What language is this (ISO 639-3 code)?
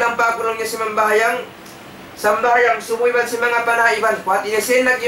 tsg